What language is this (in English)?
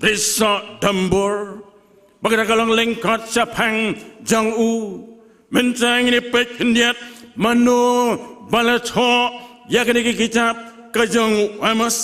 Khasi